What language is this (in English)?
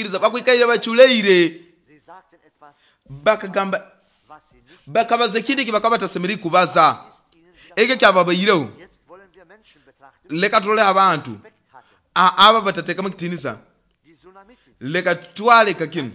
Nyoro